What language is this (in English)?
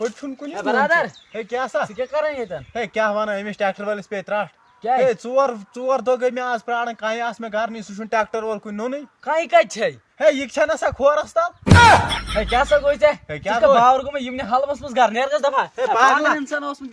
Kashmiri